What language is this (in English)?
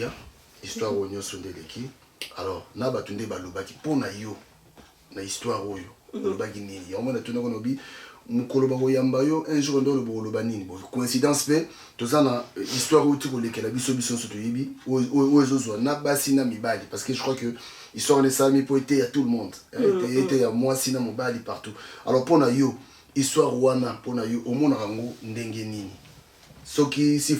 Lingala